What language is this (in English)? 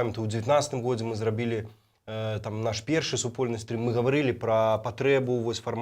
Belarusian